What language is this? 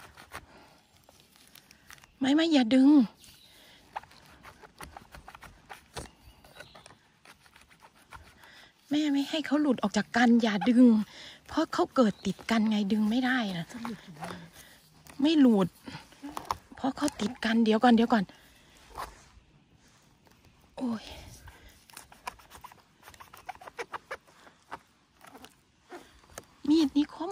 Thai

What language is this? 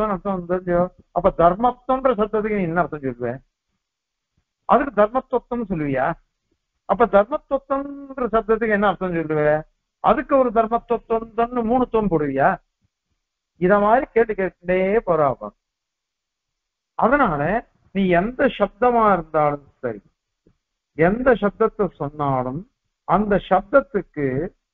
Tamil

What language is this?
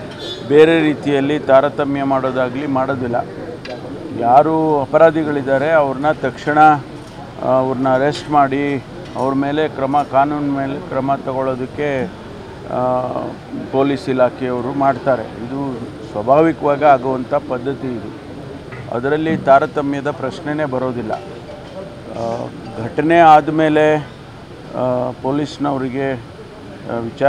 Kannada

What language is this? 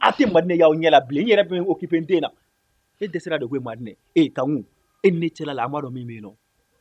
Bambara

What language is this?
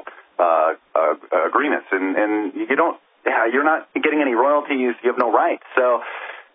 English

